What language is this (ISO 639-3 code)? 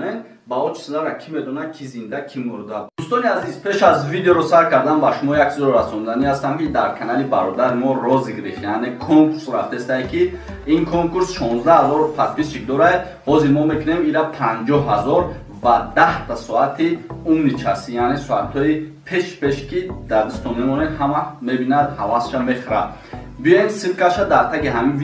tgk